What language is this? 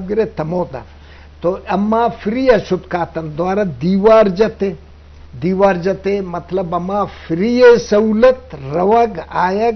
Eastern Balochi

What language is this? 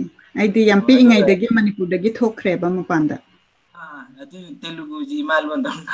Manipuri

